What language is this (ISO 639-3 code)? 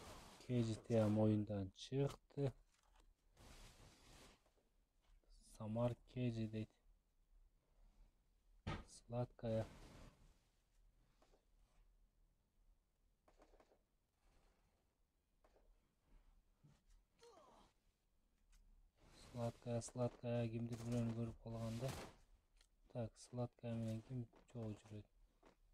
kir